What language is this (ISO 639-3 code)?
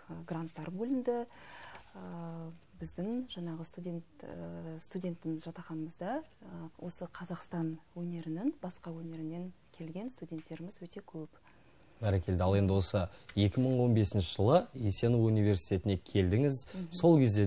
kaz